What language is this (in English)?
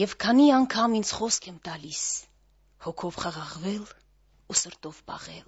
Armenian